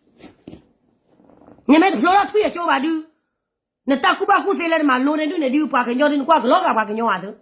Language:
S'gaw Karen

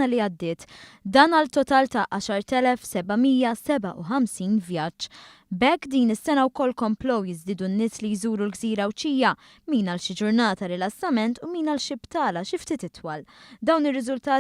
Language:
Maltese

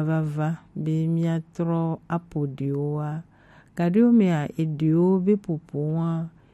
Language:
Gen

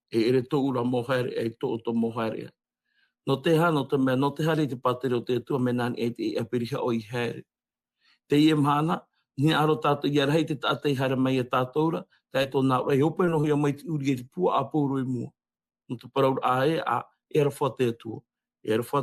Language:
Tahitian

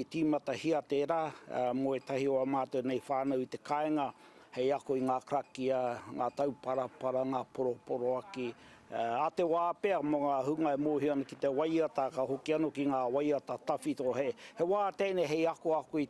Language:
Māori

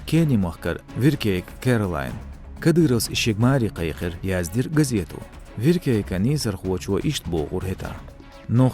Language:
Chechen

